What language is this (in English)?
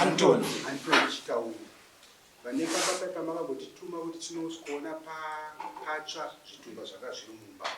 Shona